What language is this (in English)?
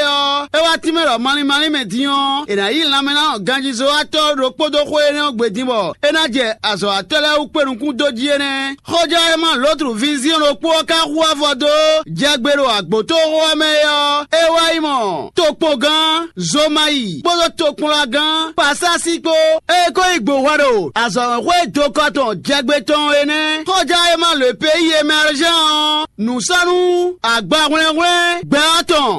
Fon